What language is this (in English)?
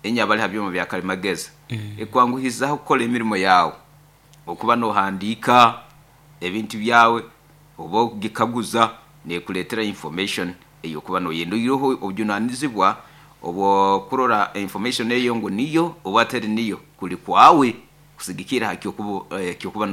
Nyoro